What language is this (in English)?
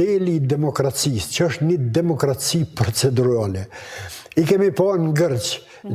Albanian